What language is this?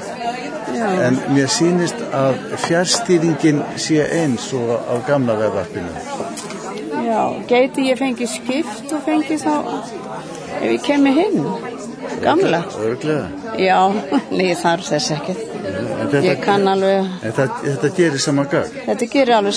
Icelandic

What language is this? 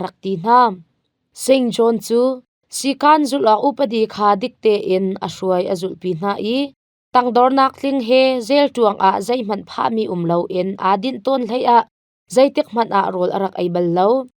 Hakha Chin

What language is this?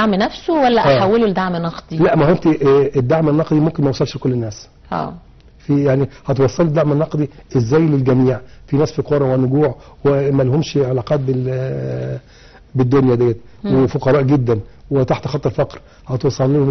Egyptian Arabic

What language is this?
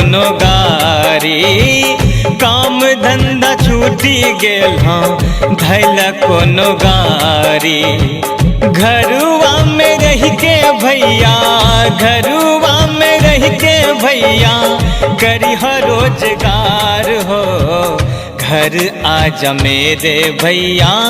Angika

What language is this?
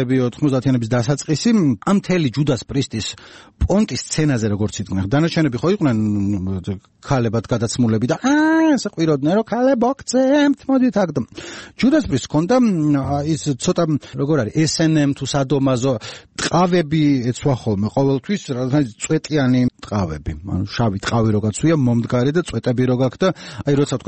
Georgian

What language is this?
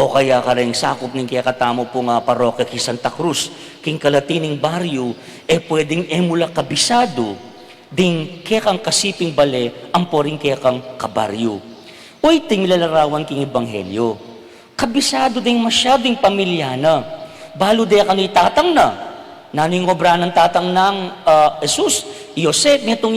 Pampanga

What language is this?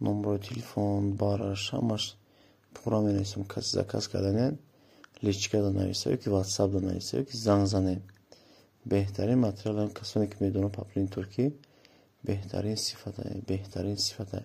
Tajik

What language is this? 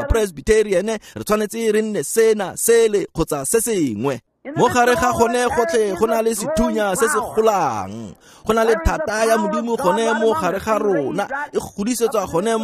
Tswana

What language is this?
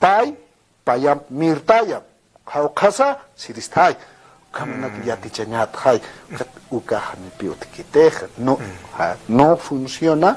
Aymara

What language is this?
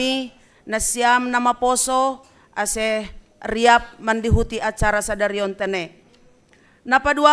Batak Simalungun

